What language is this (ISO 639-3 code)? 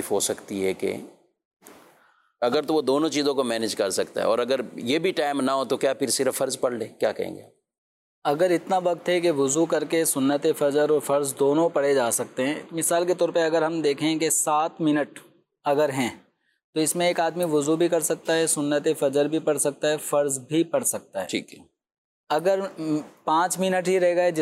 urd